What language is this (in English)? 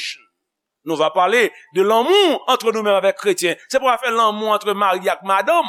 Haitian Creole